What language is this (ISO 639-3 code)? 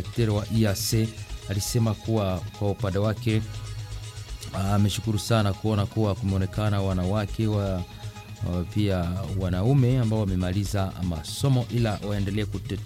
swa